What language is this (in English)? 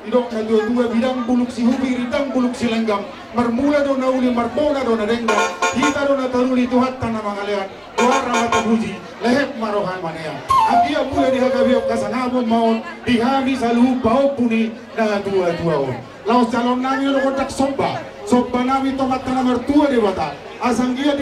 Batak Toba